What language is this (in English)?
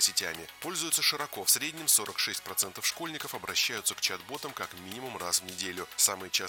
Russian